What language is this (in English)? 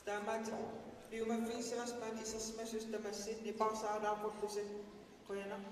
Kalaallisut